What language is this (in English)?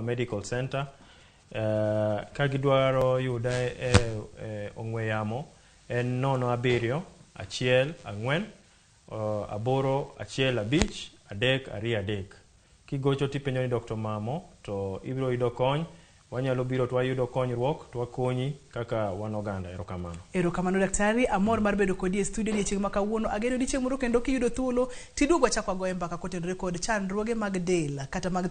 Luo (Kenya and Tanzania)